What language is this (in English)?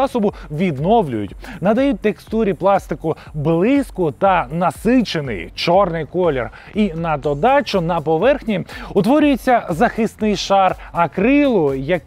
Ukrainian